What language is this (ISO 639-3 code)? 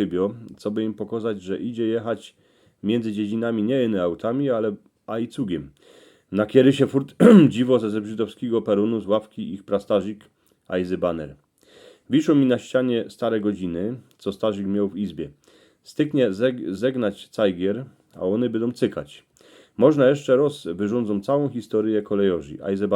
szl